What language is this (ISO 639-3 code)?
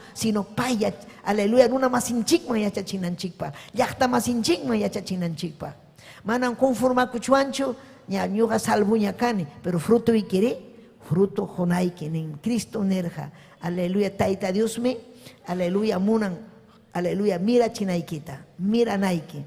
quy